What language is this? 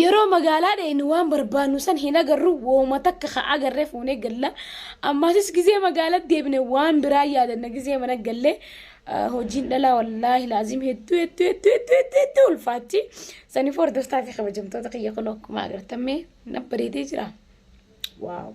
Oromo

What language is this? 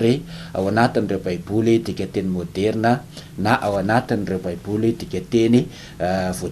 Malagasy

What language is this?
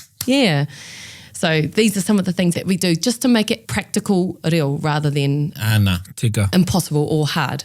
Māori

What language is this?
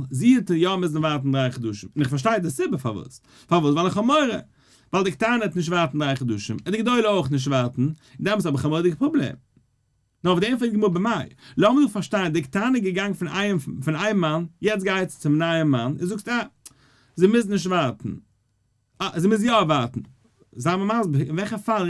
Yiddish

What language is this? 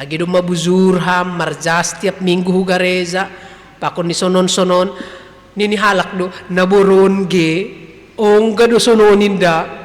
Batak Simalungun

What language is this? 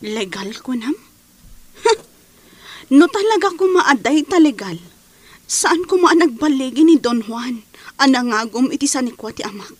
Iloko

